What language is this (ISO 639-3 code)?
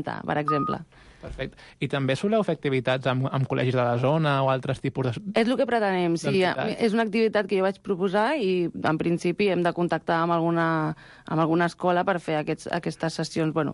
cat